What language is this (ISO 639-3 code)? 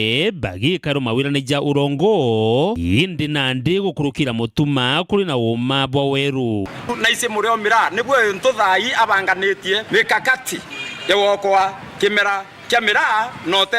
mer